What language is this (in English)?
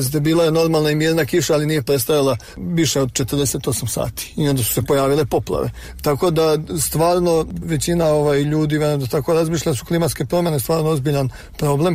Croatian